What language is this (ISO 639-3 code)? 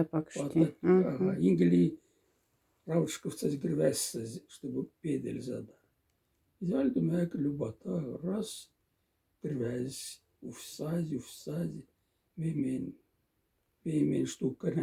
mdf